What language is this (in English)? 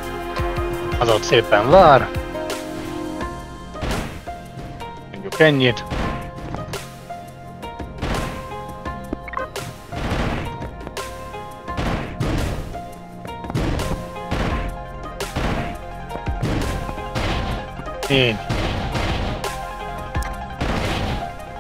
Hungarian